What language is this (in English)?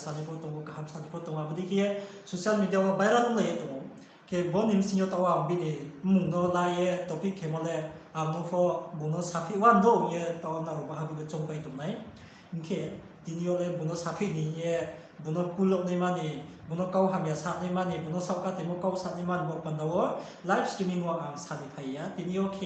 Riang (India)